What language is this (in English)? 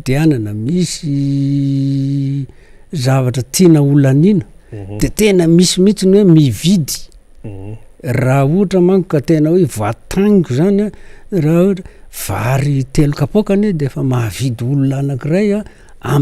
Malagasy